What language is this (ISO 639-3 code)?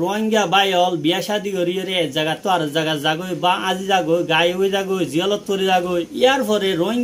rhg